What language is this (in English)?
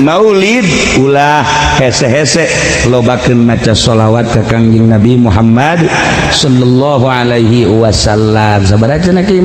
Sundanese